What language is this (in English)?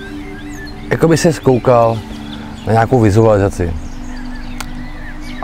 Czech